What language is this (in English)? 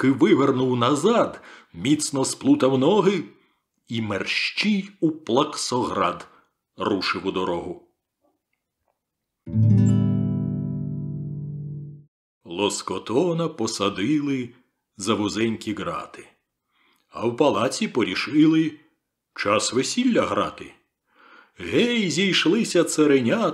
Ukrainian